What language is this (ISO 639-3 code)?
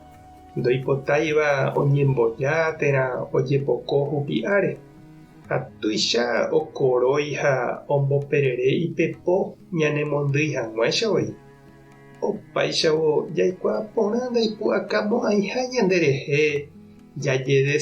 grn